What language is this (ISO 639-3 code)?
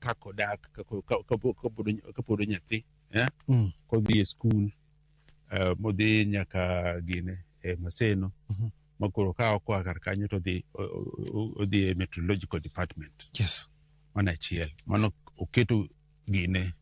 luo